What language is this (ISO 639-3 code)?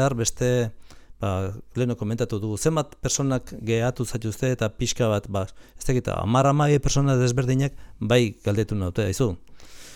eus